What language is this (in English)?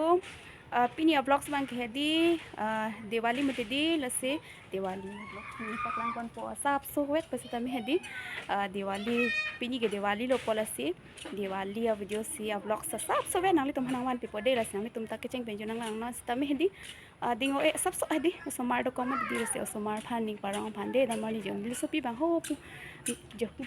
Karbi